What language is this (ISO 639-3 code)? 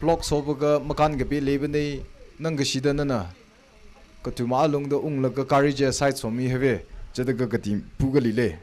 nmf